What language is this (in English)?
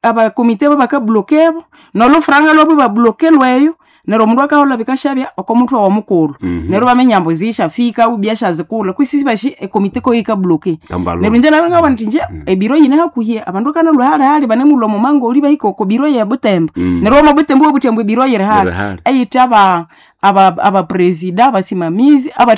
Nande